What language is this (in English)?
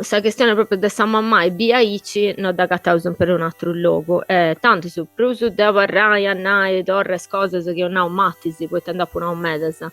Sardinian